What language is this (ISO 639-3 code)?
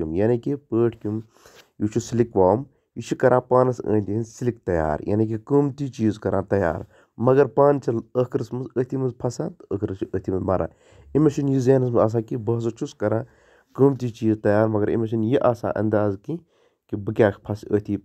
kas